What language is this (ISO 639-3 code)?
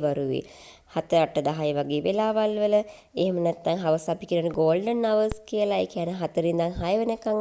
sin